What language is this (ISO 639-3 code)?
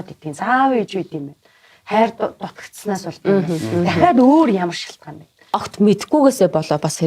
mon